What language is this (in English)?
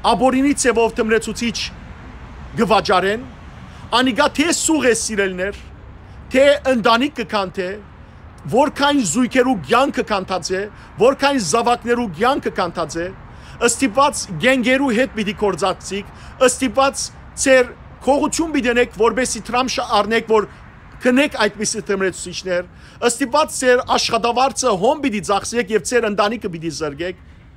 Western Armenian